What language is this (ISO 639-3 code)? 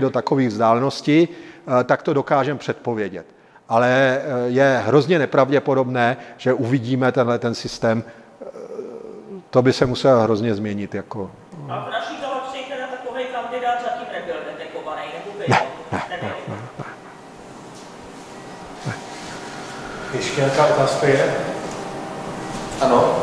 ces